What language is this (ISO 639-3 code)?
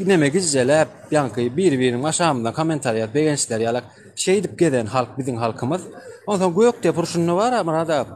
tuk